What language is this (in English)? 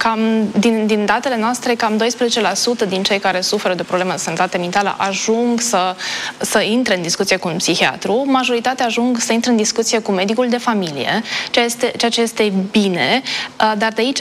Romanian